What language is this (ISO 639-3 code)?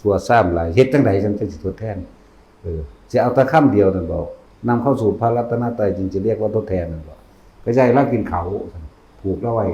tts